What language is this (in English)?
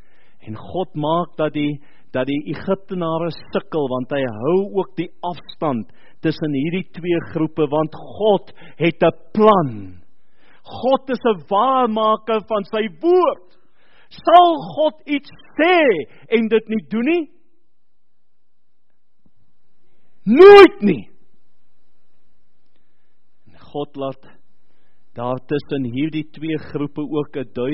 Afrikaans